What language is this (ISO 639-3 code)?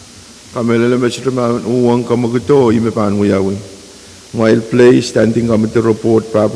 pon